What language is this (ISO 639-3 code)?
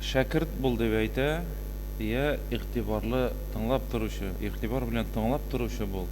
tat